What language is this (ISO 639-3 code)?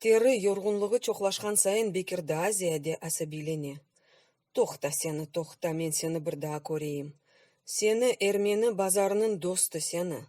crh